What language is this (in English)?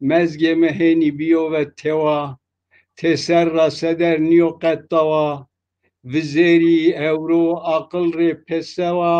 Zaza